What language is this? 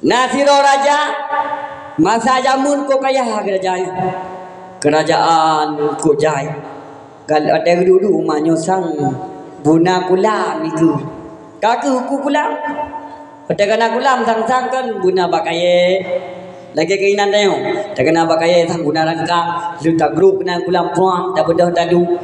Achinese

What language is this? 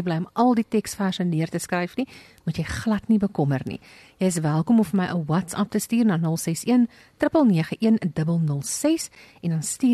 Afrikaans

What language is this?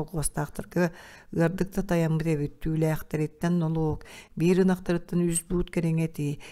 Yakut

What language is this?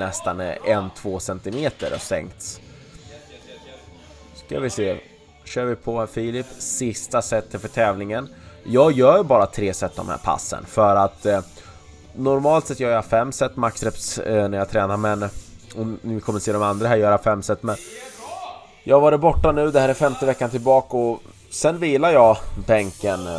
Swedish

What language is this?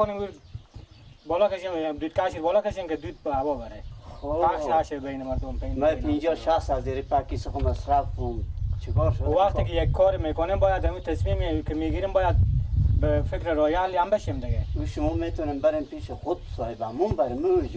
Persian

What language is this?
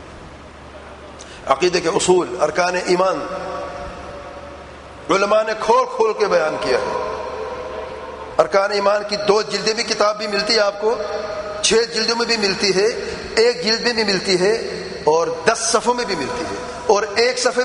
Urdu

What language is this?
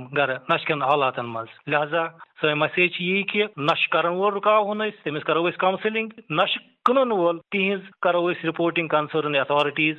Kashmiri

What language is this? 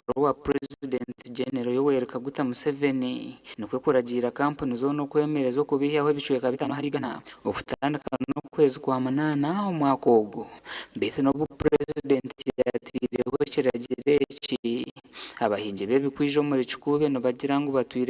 Nyankole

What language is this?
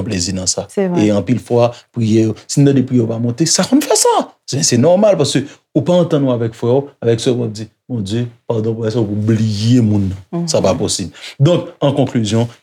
Haitian Creole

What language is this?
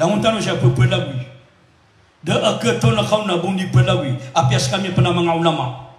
Maranao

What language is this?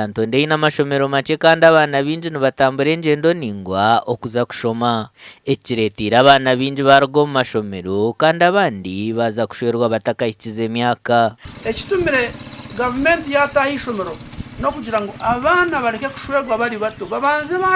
Nyankole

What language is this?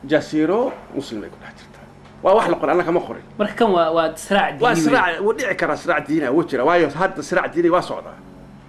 Somali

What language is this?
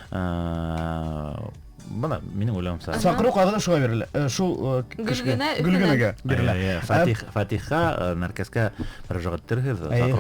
Bashkir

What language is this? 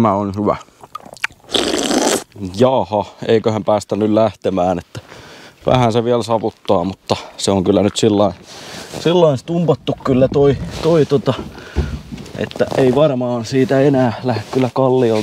Finnish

